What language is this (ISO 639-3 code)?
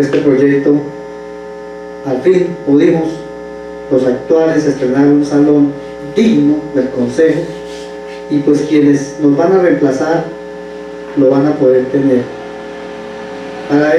spa